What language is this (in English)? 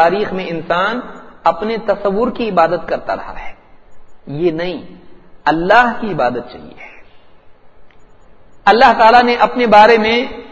Urdu